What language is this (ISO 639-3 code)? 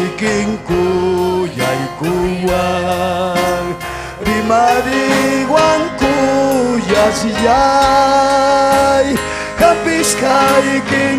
quy